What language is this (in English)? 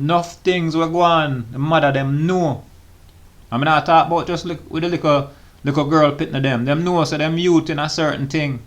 Jamaican Creole English